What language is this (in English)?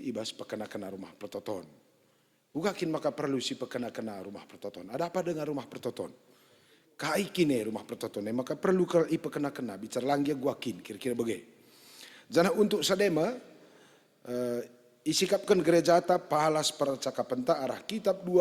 Batak Karo